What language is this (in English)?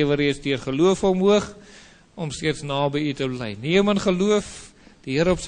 Afrikaans